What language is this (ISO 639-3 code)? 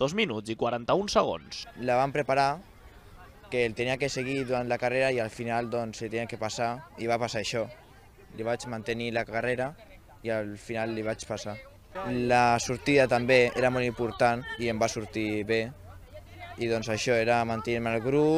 cat